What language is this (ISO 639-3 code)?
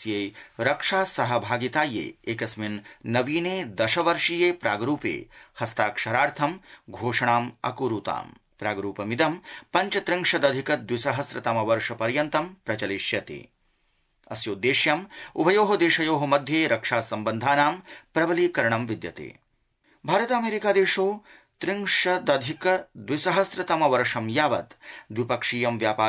san